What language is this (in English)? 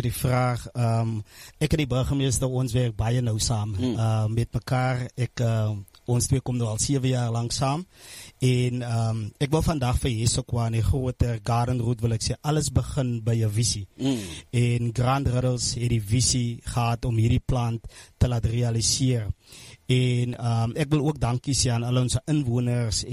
Afrikaans